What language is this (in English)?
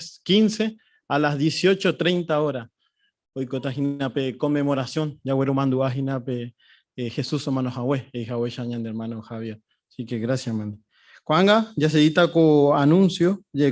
Guarani